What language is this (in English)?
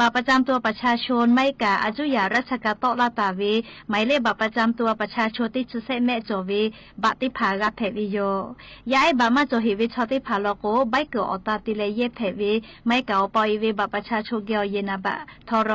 Lahu